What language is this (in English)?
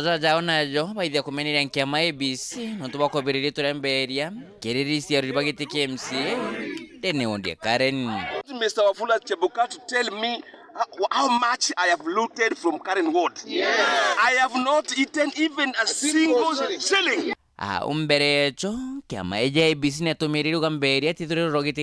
Meru